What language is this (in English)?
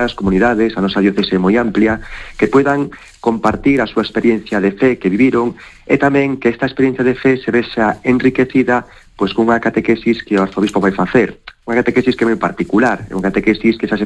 Galician